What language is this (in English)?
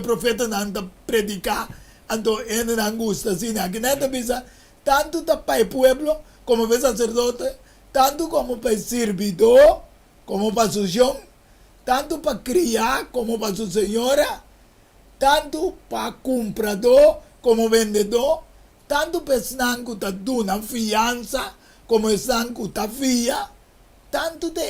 Papiamento